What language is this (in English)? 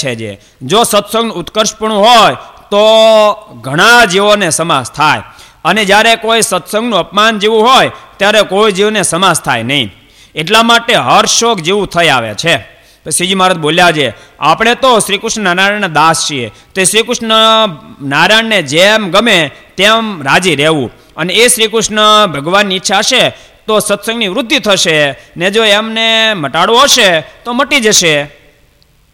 Gujarati